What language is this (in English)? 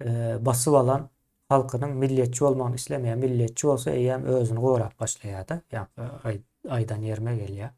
Turkmen